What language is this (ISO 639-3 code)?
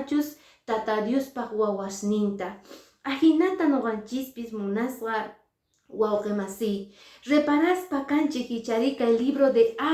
que